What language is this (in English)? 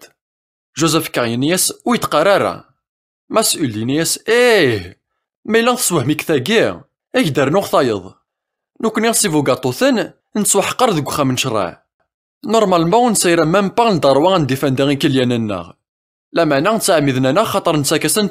Kabyle